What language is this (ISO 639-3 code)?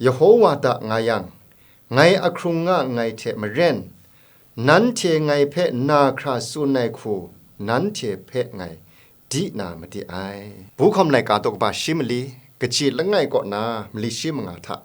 kac